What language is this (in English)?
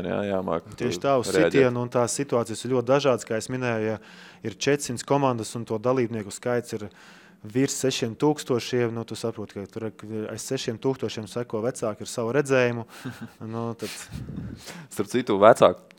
Latvian